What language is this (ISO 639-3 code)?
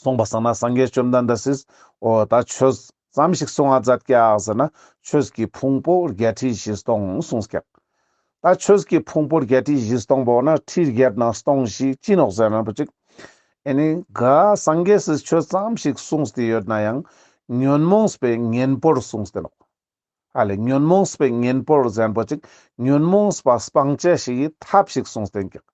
lbj